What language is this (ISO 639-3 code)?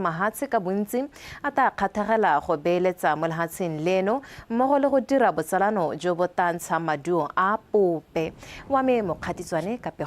tsn